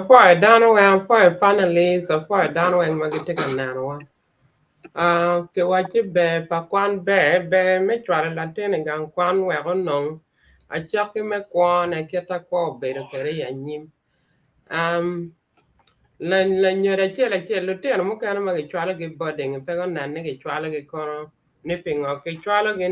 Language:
Acoli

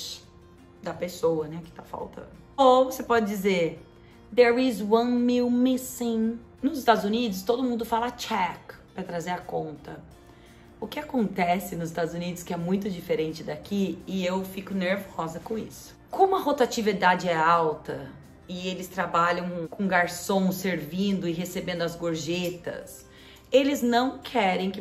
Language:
Portuguese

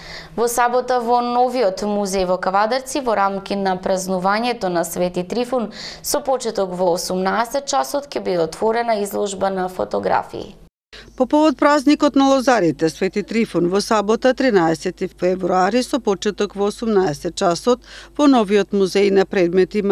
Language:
Macedonian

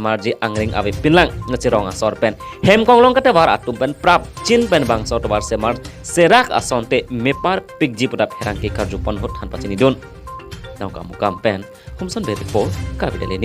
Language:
Karbi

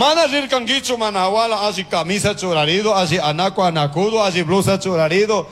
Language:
Chimborazo Highland Quichua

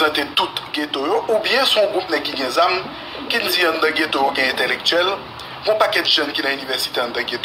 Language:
Haitian Creole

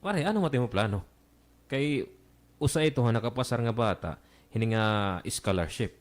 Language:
Waray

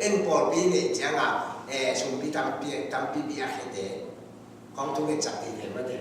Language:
Tedim Chin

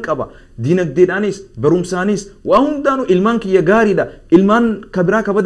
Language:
Oromo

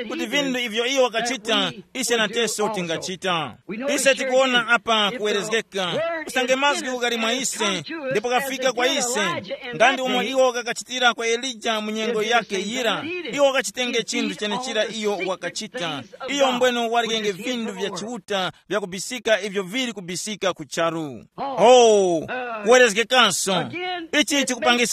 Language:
Tumbuka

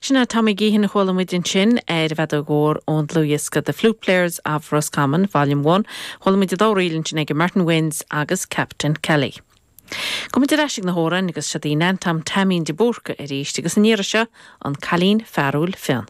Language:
Irish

